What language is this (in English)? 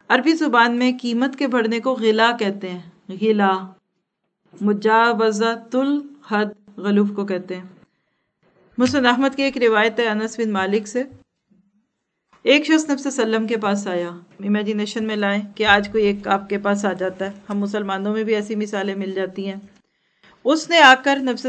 Urdu